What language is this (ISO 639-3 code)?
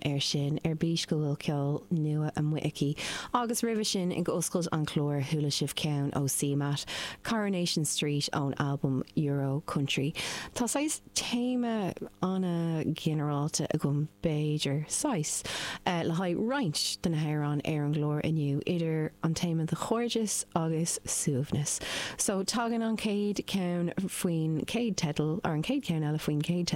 gle